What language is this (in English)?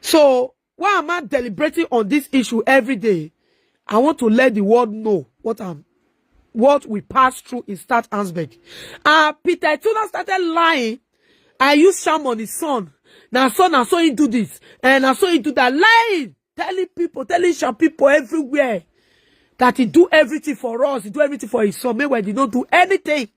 Nigerian Pidgin